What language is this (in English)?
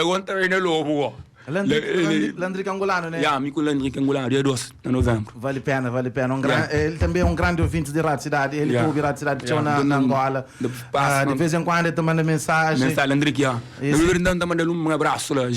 Kabuverdianu